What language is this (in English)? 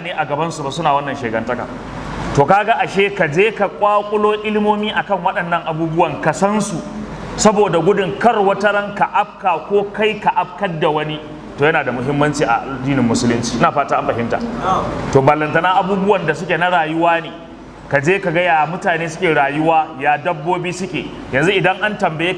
Hausa